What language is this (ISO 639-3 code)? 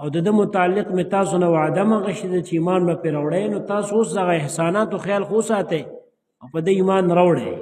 pus